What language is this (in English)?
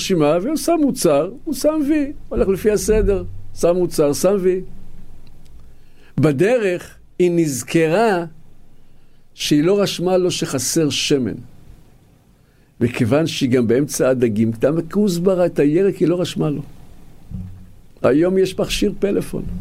Hebrew